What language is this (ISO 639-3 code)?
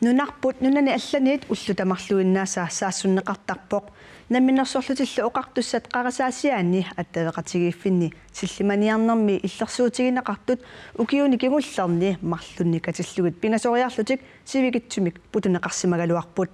kal